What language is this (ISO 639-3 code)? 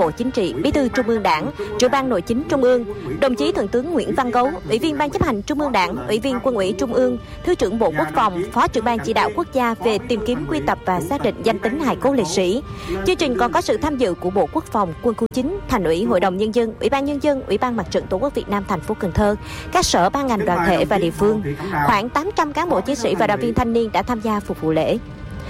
vie